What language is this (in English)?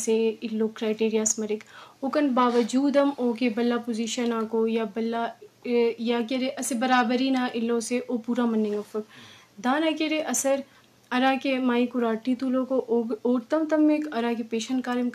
Brahui